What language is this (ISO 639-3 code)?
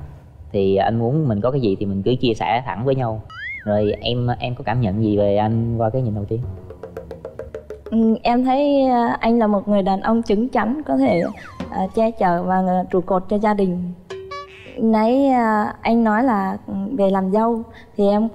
vie